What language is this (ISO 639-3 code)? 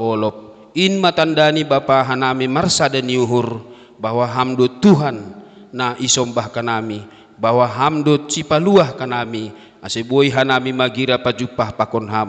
bts